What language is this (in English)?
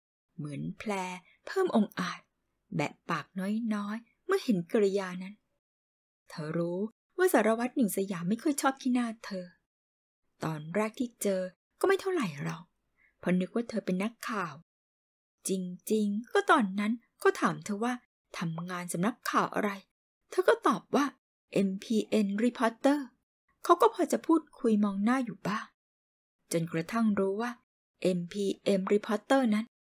Thai